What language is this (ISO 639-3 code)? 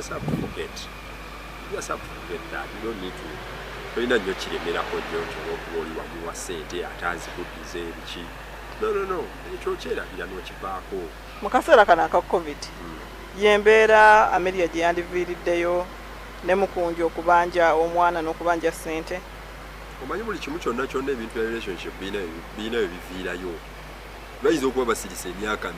lug